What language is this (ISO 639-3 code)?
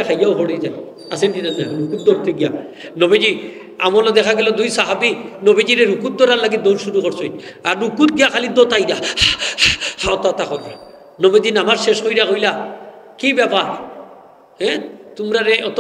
syl